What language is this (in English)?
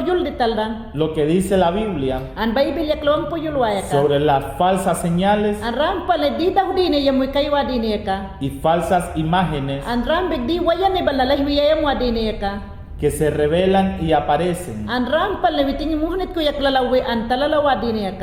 Mayangna